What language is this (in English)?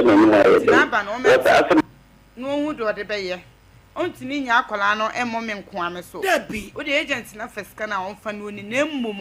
Akan